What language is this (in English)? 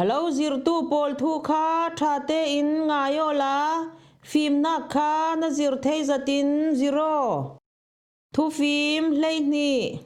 Falam Chin